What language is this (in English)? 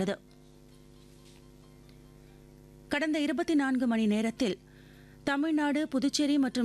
Tamil